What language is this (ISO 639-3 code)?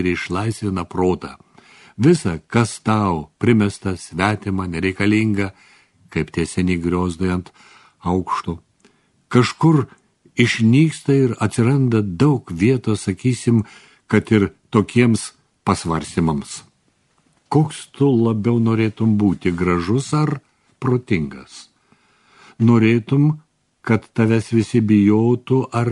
lit